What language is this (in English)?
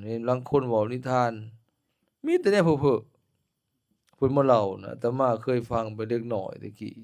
Lao